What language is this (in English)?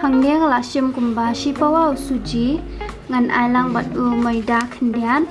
Khasi